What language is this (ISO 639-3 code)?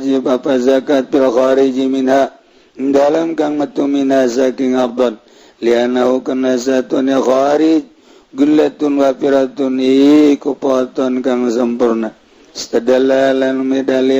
sun